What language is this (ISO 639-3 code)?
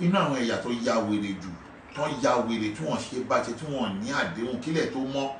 yor